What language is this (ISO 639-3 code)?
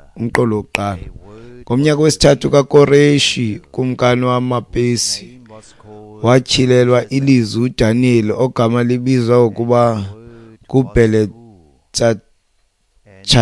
xho